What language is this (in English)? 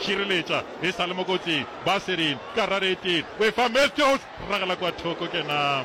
Northern Sotho